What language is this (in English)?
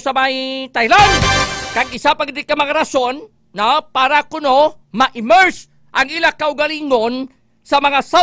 Hiligaynon